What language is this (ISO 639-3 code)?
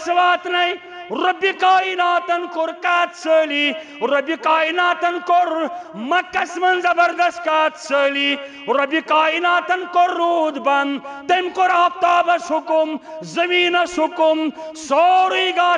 kas